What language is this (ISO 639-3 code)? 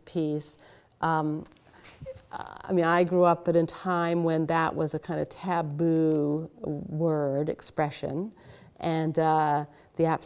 eng